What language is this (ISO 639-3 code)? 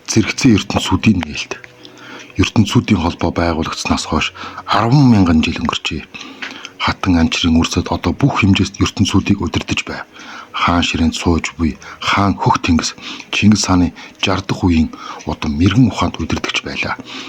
mon